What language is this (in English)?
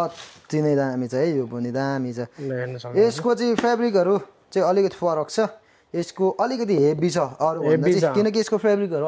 Nepali